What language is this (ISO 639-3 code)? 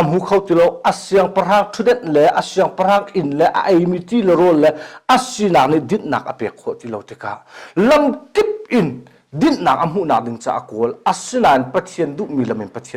cnh